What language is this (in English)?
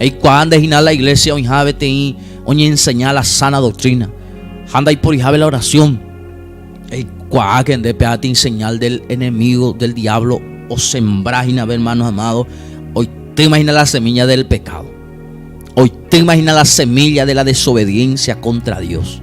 Guarani